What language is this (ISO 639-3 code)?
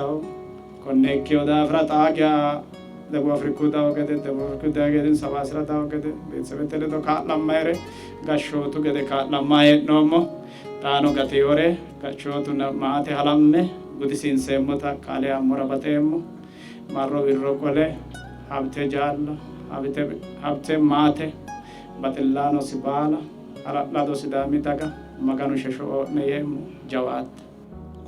sid